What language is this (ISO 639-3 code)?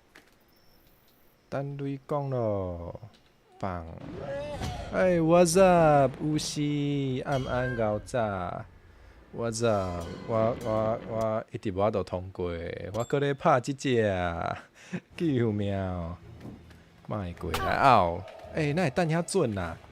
nan